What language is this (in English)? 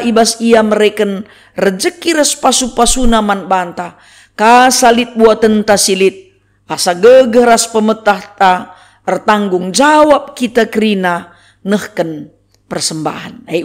Batak Karo